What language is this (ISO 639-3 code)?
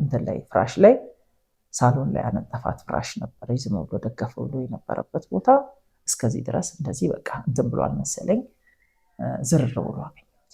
amh